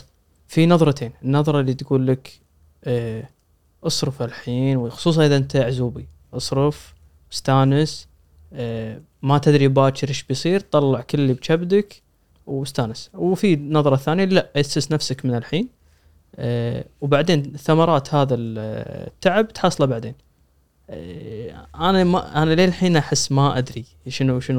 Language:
Gulf Arabic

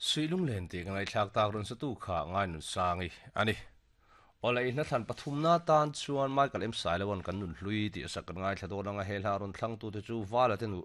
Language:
Mizo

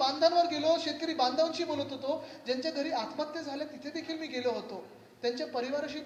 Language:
Marathi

